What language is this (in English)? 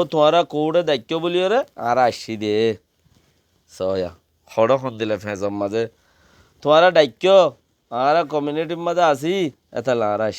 Rohingya